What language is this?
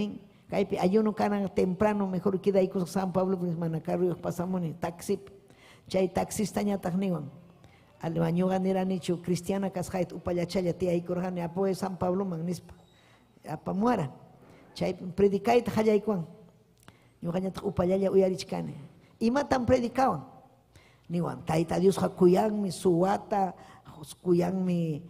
Ayacucho Quechua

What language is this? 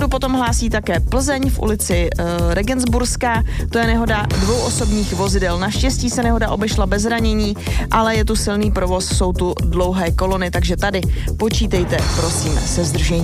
Czech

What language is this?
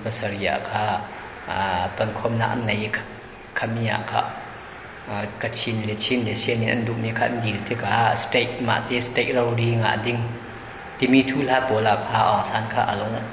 Falam Chin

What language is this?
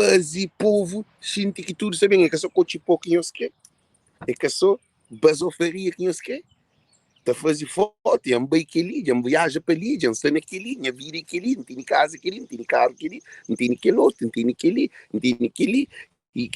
Kabuverdianu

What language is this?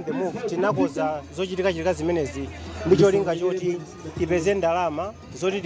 Nyanja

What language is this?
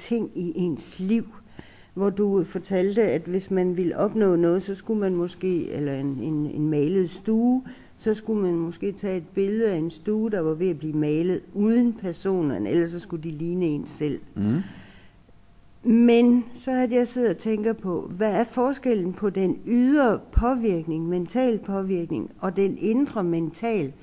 Danish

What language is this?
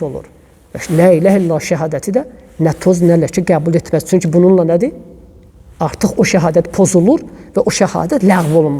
Azerbaijani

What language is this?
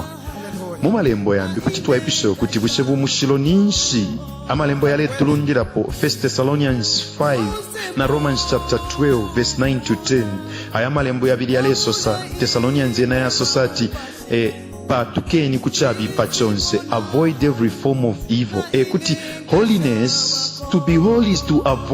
Bemba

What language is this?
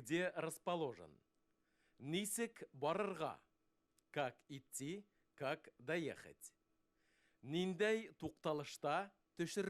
Bashkir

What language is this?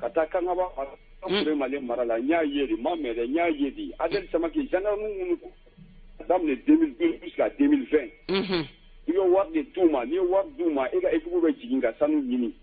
Bambara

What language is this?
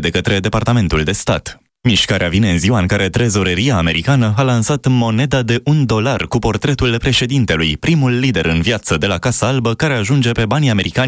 Romanian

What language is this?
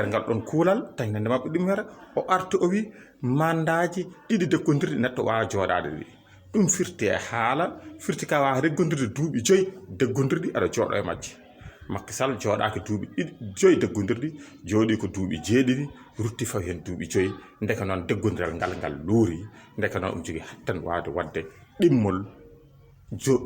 Fula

